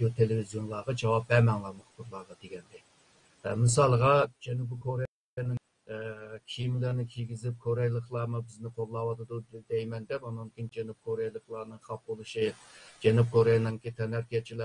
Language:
Uyghur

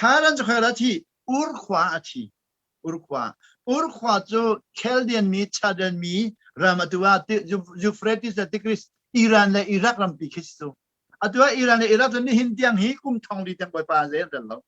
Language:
Hakha Chin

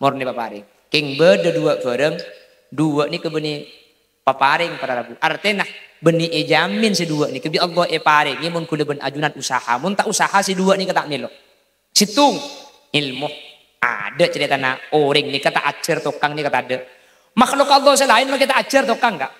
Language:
Madurese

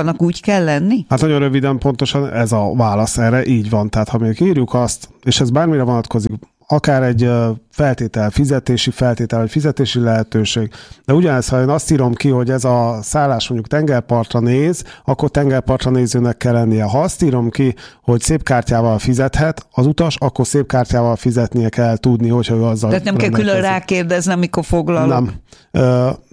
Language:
Hungarian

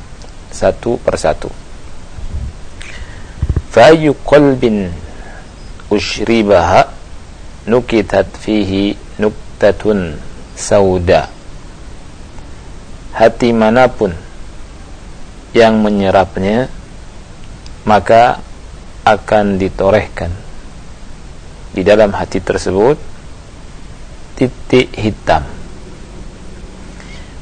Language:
Indonesian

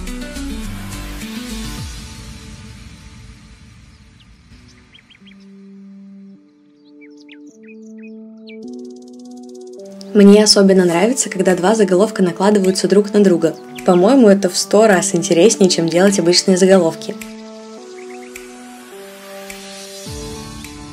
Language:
Russian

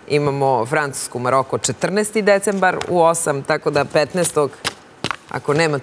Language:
Serbian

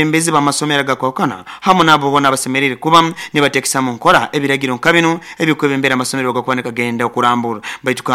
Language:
Nyoro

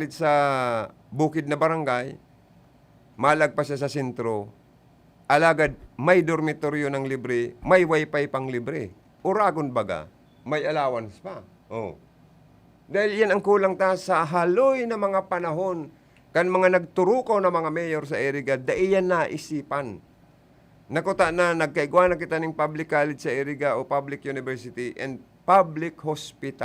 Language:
Bikol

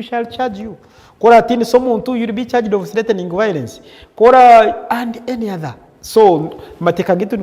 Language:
Nyankole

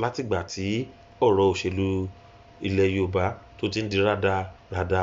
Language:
Yoruba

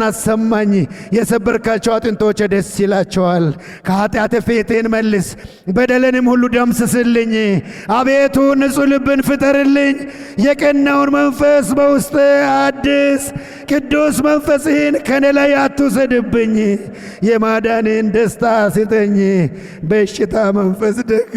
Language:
Amharic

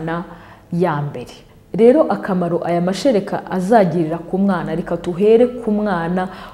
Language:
Kinyarwanda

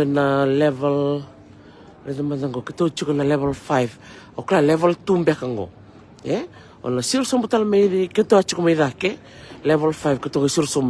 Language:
Fijian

